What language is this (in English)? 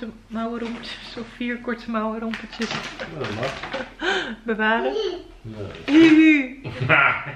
Dutch